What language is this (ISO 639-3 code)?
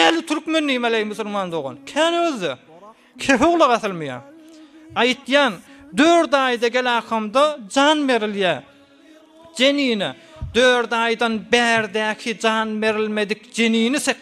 tuk